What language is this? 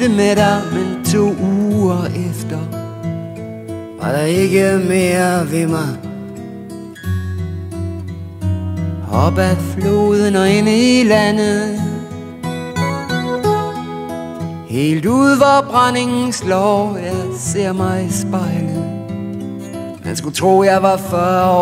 Danish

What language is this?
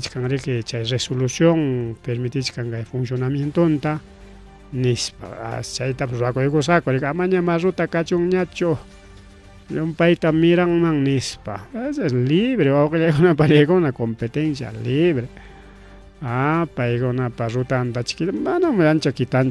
Ayacucho Quechua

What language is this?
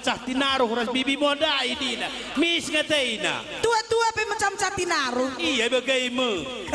Batak Karo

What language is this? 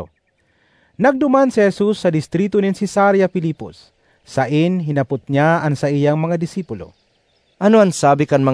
Bikol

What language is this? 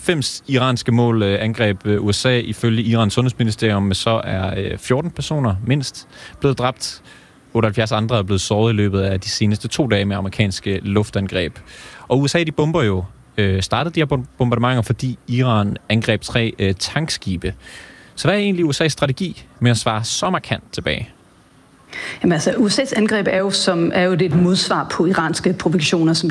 Danish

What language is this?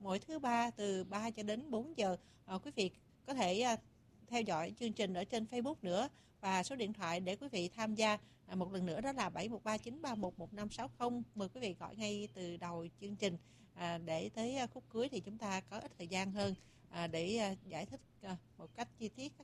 Vietnamese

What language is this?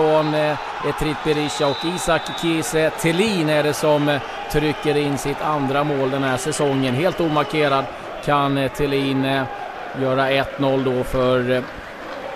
Swedish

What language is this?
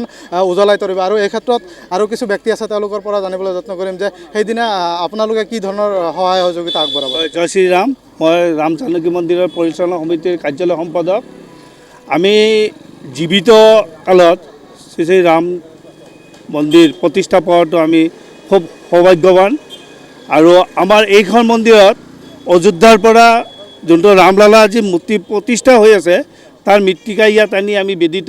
Assamese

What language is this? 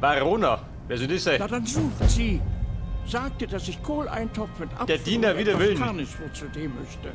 Bavarian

